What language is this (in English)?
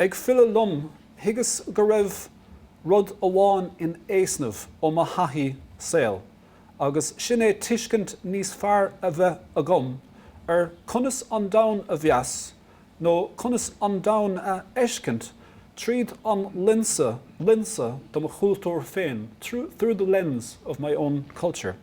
Irish